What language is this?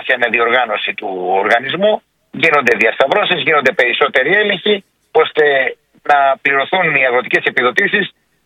Greek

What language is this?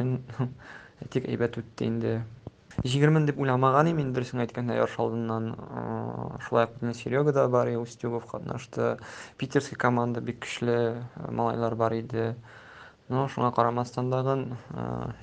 Tatar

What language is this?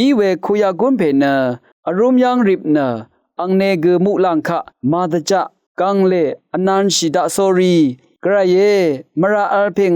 Rawang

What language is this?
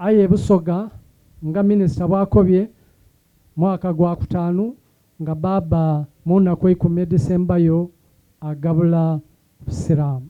Soga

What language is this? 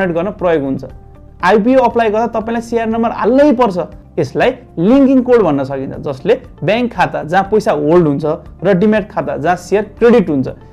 Nepali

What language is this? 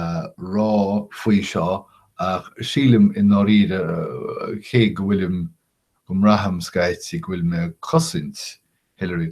Irish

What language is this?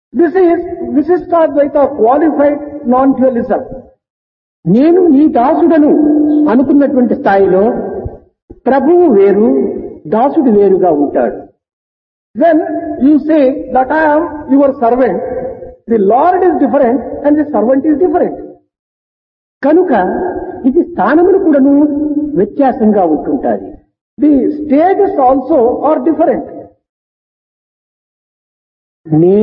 Telugu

